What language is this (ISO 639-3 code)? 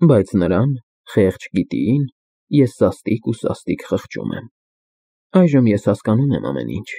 hye